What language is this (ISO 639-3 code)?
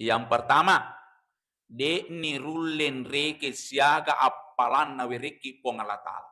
bug